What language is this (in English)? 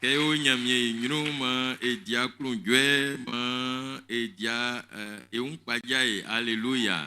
Baoulé